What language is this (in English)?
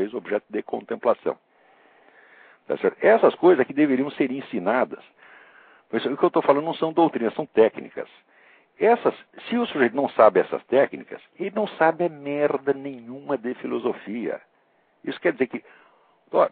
Portuguese